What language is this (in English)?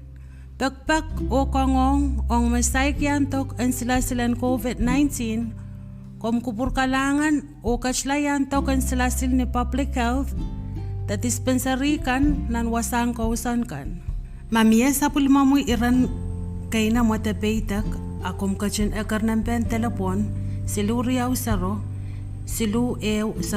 Pohnpeian